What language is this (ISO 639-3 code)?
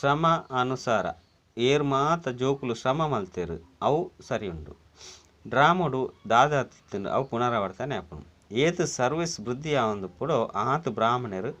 tcy